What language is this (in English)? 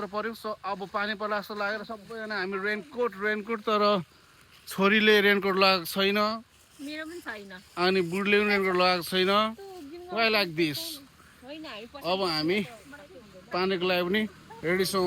Nepali